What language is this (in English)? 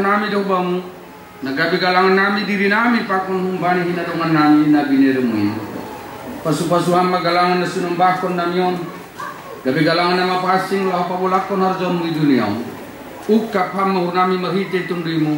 Batak Simalungun